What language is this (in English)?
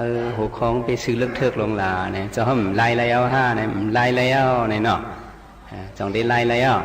Shan